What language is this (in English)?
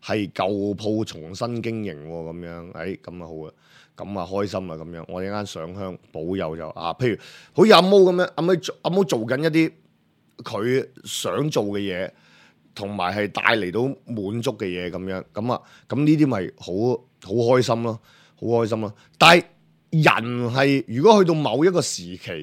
Cantonese